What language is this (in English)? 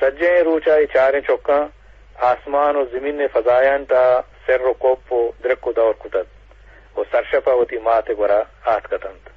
Eastern Balochi